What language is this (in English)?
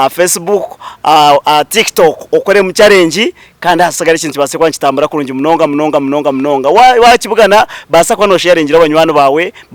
Nyankole